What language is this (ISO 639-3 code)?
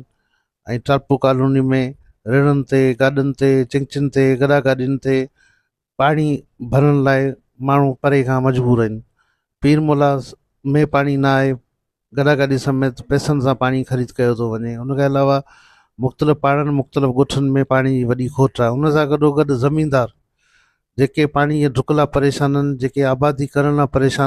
snd